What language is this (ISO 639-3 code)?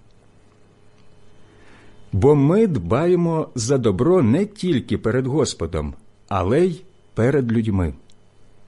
ukr